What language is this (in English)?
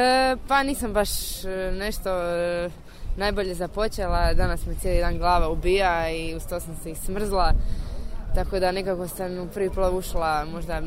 Croatian